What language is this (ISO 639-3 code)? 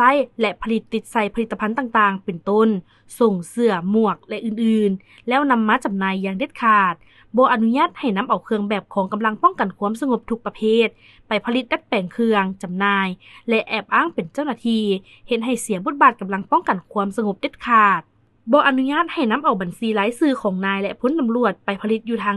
lao